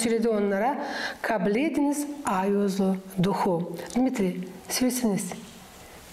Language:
Gagauz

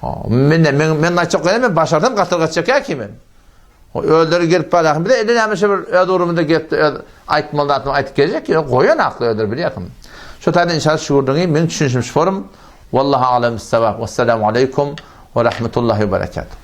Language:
Turkmen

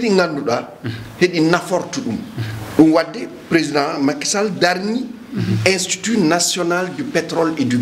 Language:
Fula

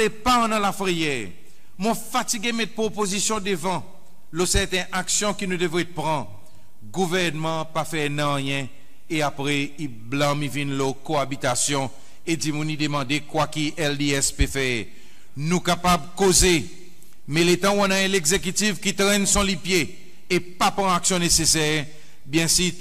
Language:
Seselwa Creole French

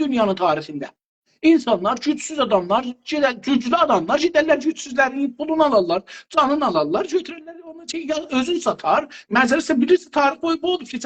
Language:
South Azerbaijani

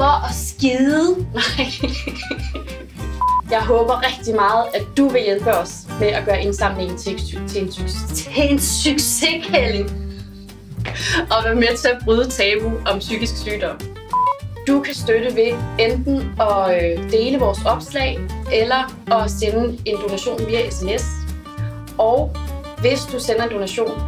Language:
Danish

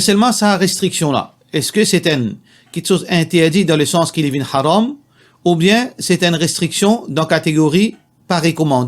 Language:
Morisyen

